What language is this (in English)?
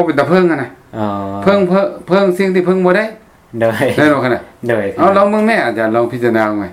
Lao